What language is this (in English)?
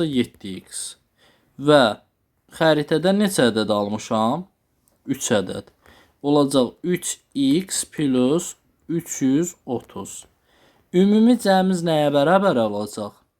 Azerbaijani